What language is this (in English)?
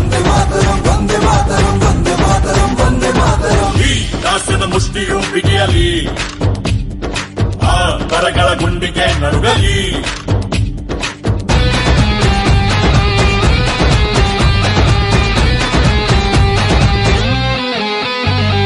Kannada